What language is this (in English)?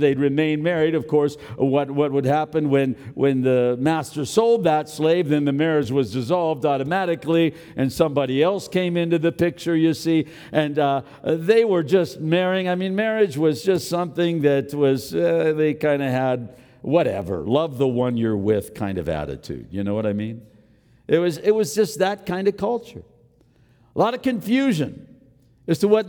English